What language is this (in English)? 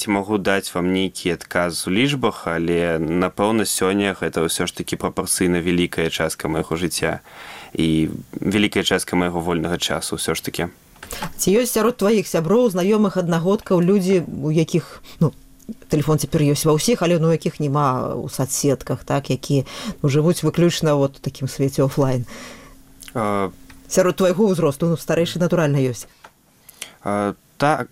Belarusian